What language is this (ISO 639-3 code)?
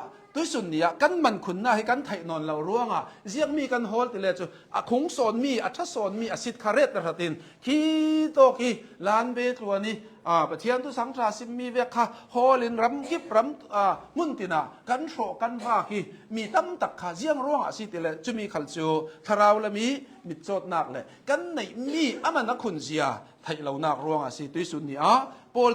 cnh